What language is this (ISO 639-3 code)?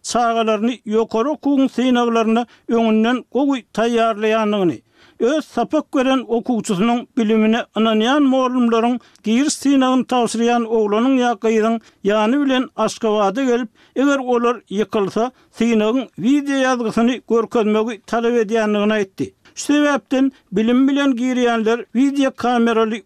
tuk